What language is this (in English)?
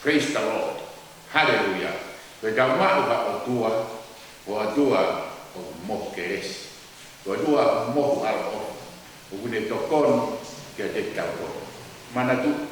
Tongan